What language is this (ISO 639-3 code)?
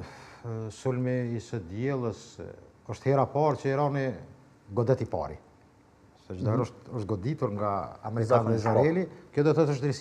sqi